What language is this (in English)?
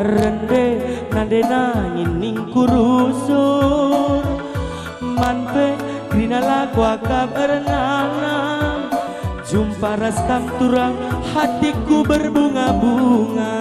Batak Karo